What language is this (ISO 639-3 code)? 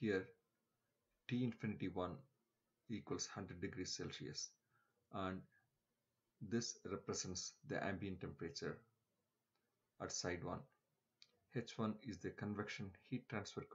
eng